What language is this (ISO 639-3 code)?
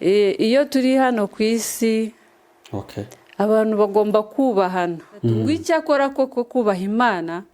kin